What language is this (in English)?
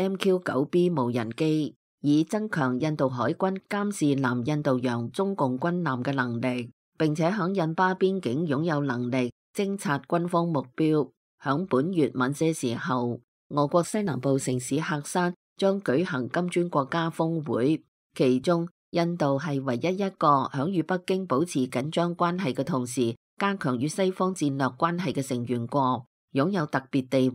Cantonese